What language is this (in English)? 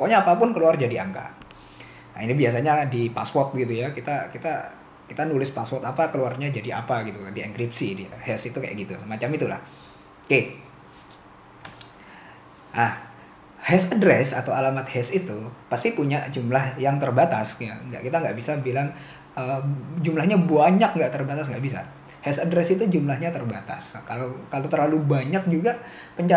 Indonesian